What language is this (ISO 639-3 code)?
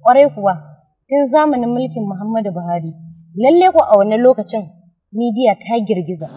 hau